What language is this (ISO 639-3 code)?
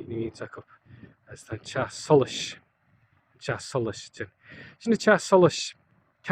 gle